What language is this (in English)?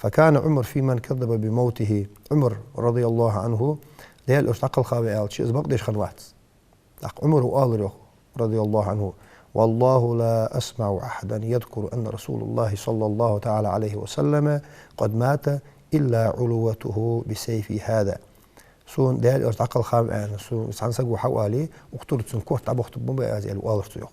Ingush